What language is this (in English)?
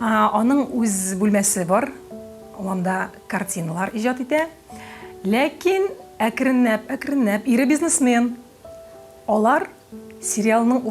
Tatar